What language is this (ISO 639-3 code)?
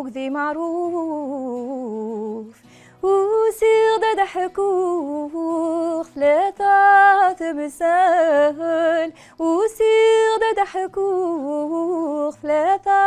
arq